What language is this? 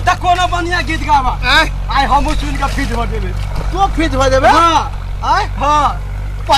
Maithili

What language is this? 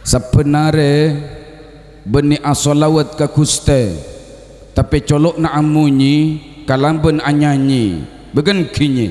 Madurese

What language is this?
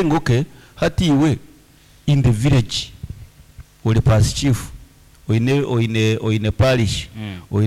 Nyoro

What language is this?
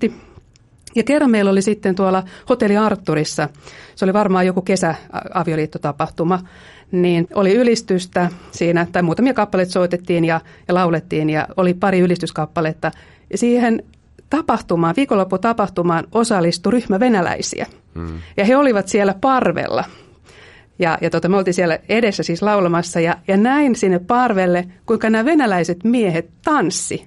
Finnish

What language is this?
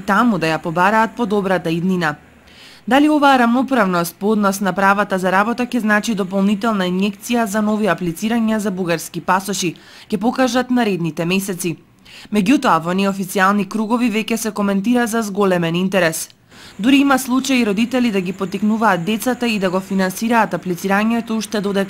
Macedonian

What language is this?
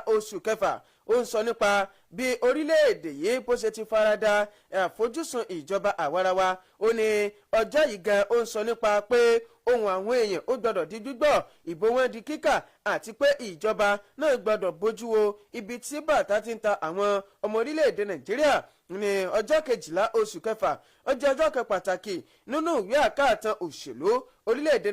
Yoruba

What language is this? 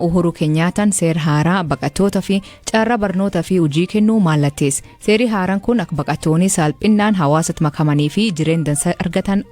Oromo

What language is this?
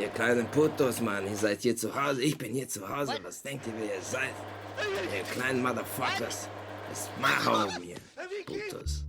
Swiss German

